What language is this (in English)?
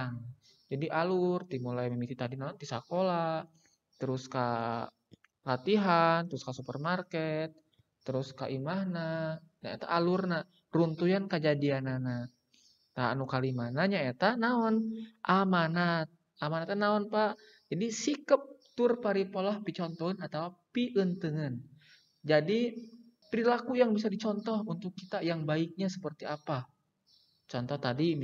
Sundanese